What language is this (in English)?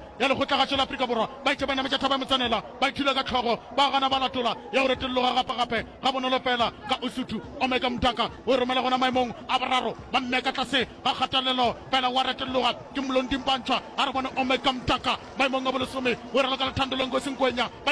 Northern Sotho